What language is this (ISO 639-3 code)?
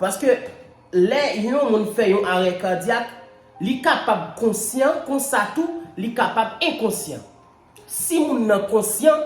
hat